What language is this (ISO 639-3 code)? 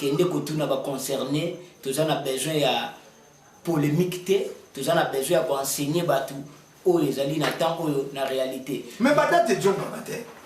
lin